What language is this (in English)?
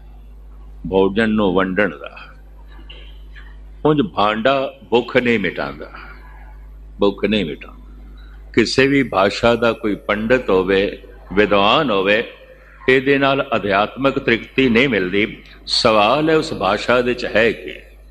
Punjabi